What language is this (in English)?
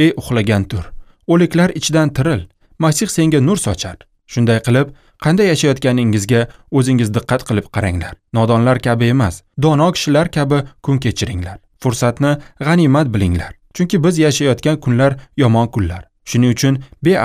Uzbek